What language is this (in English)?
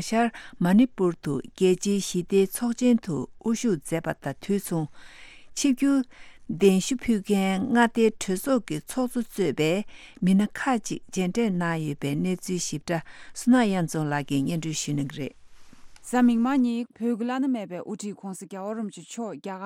Tibetan